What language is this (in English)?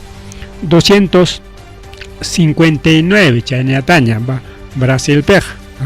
Ayacucho Quechua